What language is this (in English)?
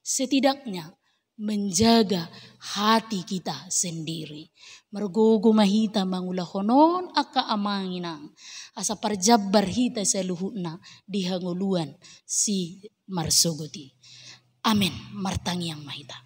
Batak Toba